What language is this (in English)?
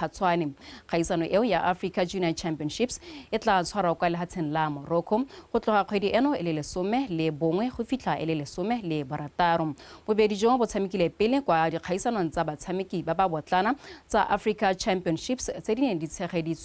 Tswana